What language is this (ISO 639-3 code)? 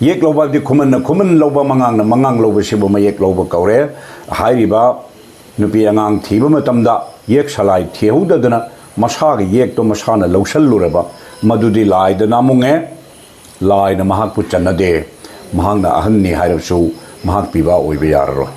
mni